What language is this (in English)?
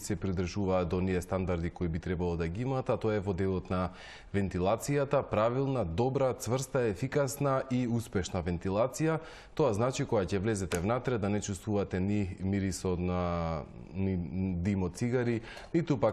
Macedonian